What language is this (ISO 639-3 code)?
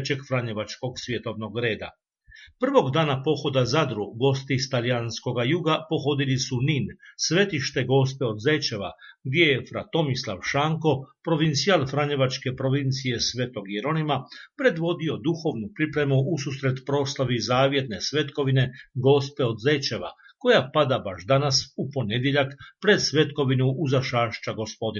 hrv